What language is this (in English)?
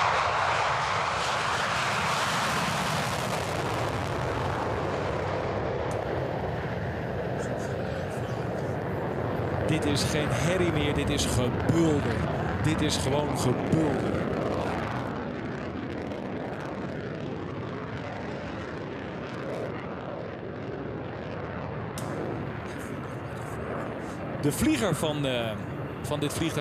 Dutch